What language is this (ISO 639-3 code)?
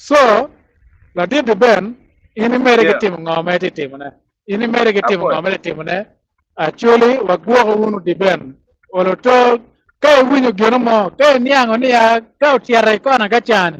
ach